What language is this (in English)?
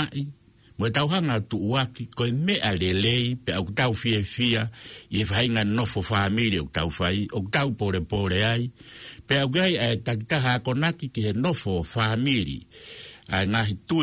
Tongan